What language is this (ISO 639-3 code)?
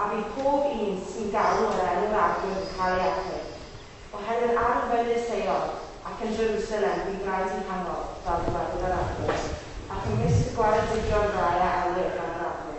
cym